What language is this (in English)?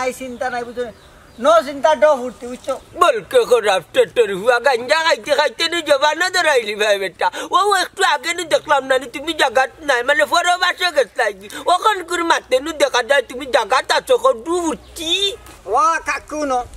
Sylheti